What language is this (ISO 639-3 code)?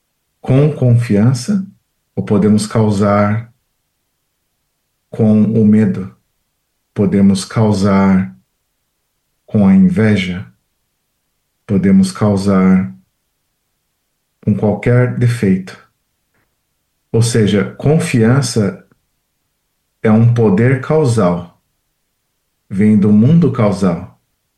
por